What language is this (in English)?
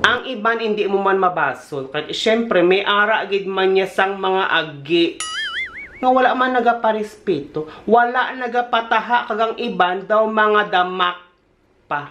Hiligaynon